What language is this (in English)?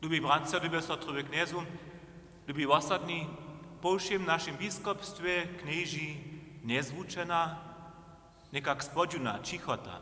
Upper Sorbian